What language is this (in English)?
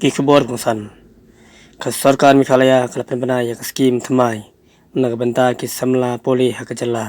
Khasi